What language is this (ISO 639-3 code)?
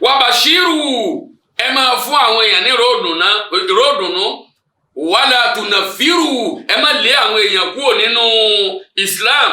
yor